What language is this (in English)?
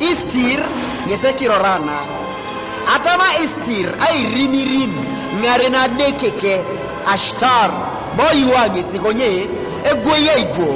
Teso